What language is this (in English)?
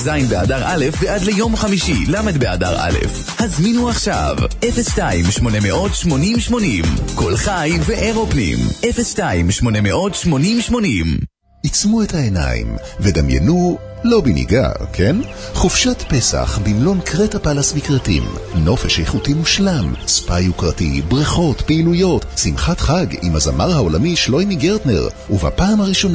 Hebrew